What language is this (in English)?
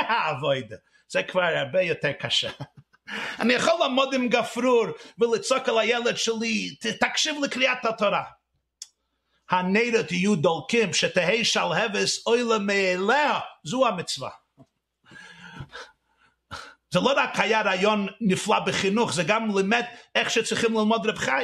Hebrew